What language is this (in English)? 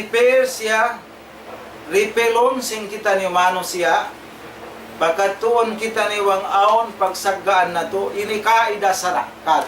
Tausug